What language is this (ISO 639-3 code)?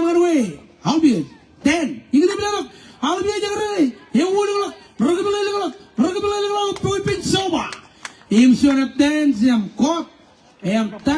mah